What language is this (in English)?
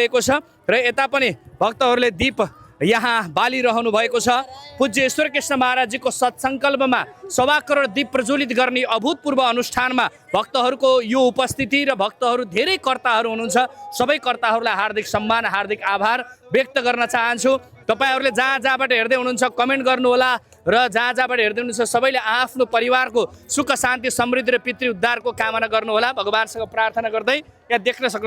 Nepali